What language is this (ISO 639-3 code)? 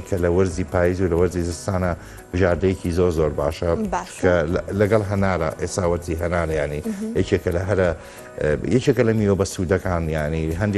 ckb